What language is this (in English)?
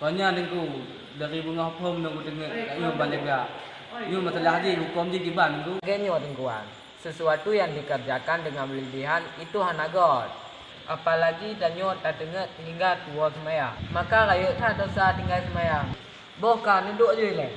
Achinese